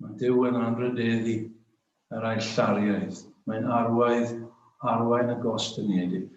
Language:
Welsh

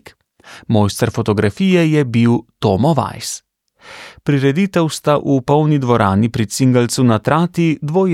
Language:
Slovenian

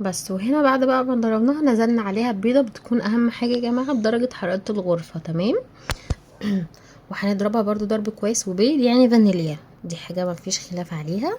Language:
Egyptian Arabic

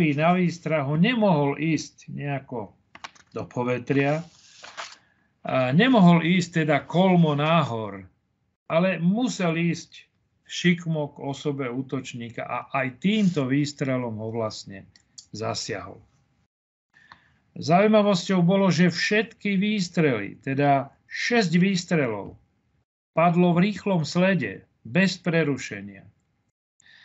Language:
Slovak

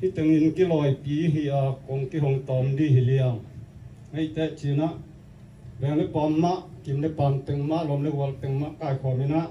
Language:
Tedim Chin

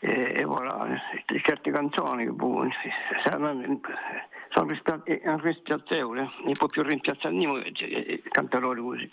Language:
Corsican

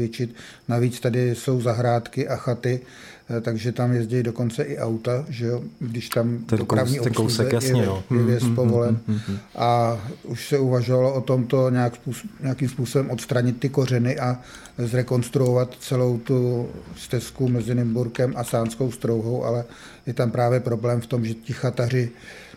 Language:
Czech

